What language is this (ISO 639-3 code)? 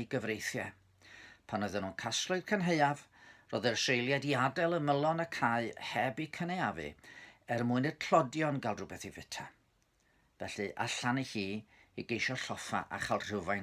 cym